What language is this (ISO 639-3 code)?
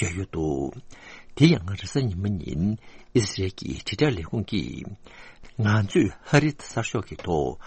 bod